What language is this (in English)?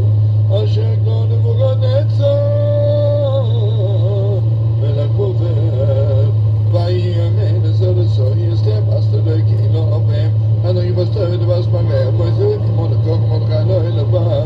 Hebrew